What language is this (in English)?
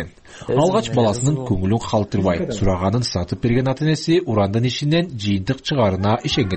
Kyrgyz